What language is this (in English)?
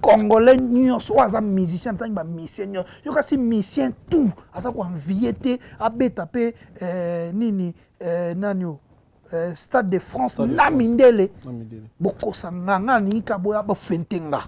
Lingala